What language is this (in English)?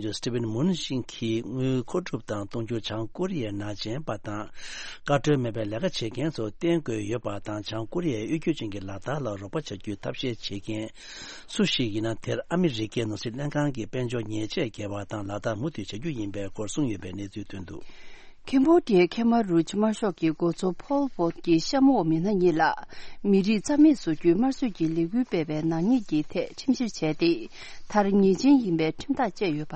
Tibetan